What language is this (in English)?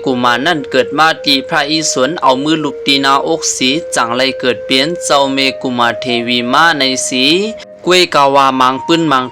Shan